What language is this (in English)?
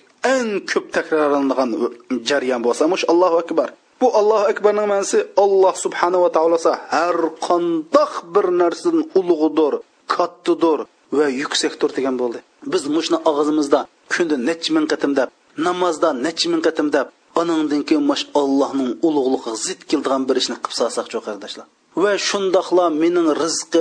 Uyghur